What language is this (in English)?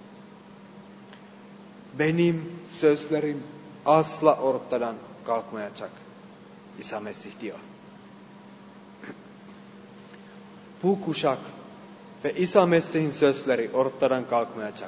Turkish